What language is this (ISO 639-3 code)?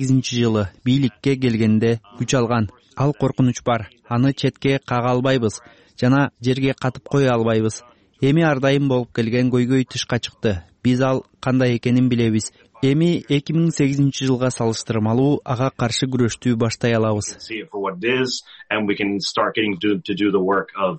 kir